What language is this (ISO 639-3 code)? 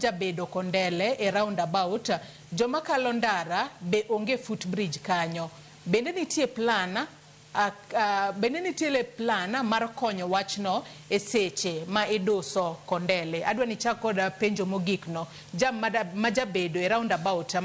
luo